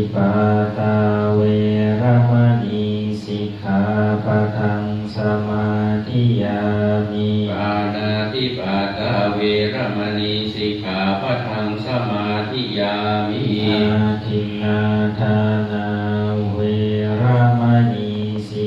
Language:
Pali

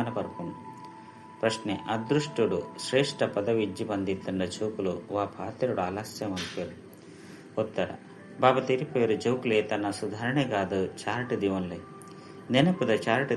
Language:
Tulu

